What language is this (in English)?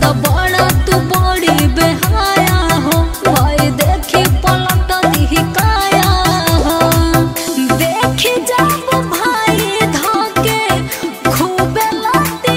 Bhojpuri